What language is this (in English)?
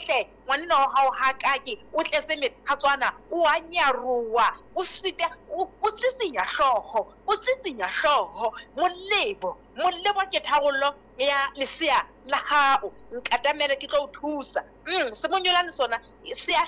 Southern Sotho